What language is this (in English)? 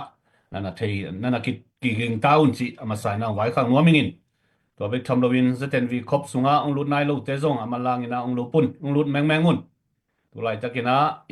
Tedim Chin